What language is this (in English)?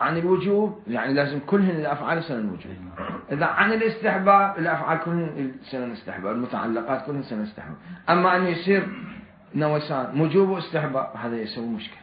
Mesopotamian Arabic